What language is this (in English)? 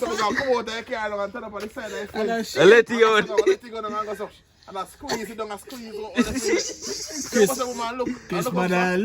Jamaican Creole English